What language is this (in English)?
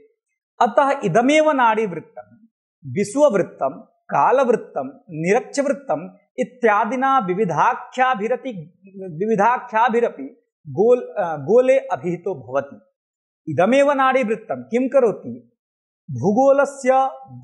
Sanskrit